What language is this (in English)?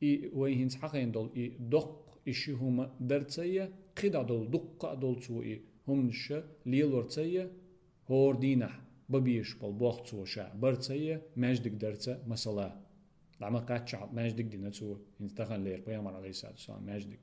Chechen